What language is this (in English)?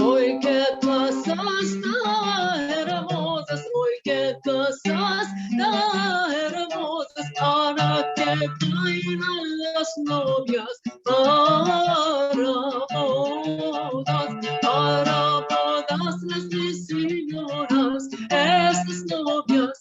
Ladino